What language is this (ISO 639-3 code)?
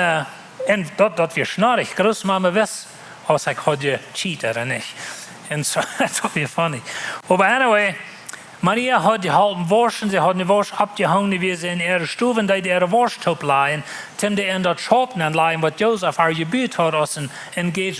pdt